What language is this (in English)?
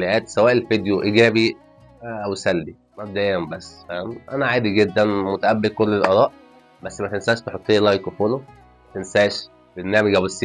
Egyptian Arabic